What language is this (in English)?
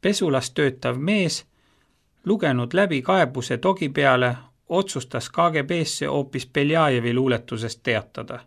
Estonian